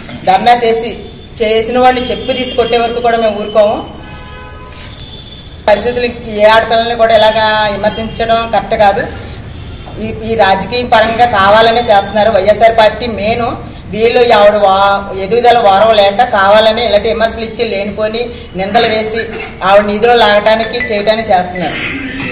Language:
Telugu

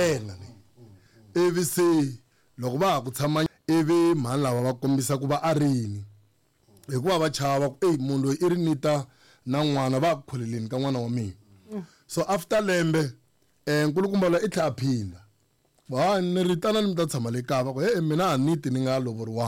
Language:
Tsonga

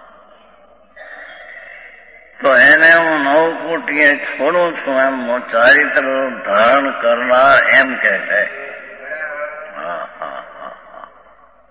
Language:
Gujarati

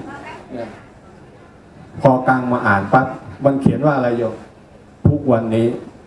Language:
Thai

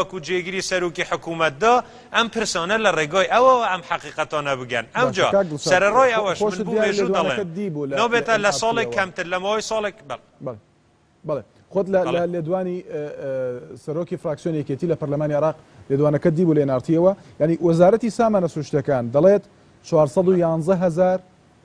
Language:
Central Kurdish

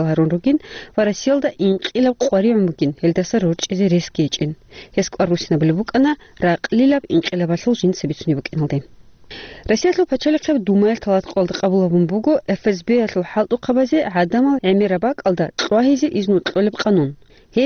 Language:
Avaric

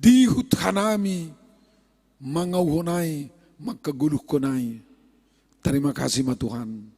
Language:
Batak Simalungun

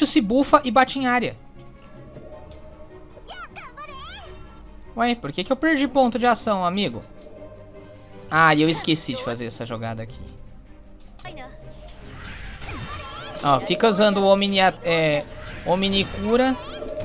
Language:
Portuguese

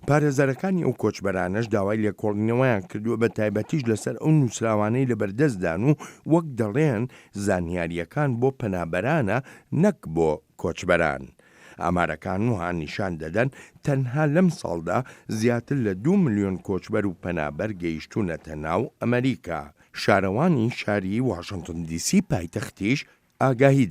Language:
Central Kurdish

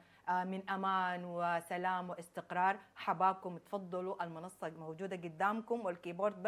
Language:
Sudanese Arabic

